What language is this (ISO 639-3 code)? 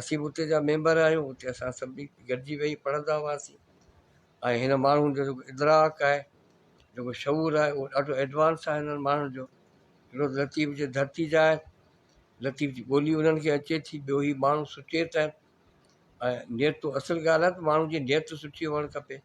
snd